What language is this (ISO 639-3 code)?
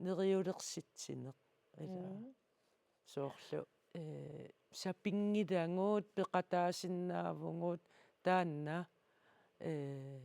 kal